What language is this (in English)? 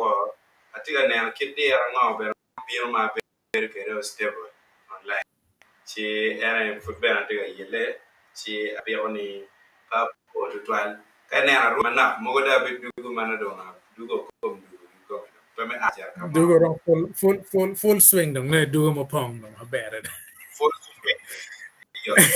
Acoli